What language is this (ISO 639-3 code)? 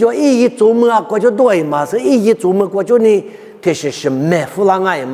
lis